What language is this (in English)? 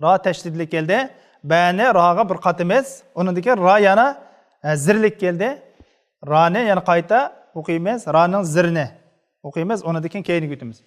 Uyghur